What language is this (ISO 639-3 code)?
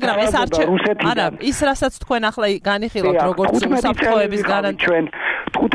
kat